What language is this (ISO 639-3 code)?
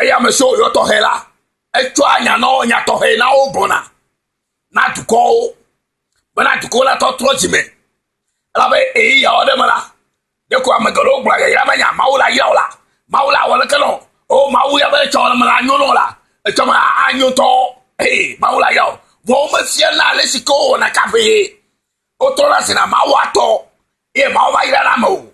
ewe